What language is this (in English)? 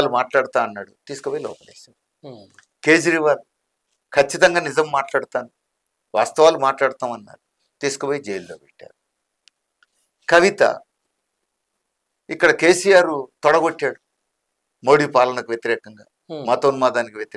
Telugu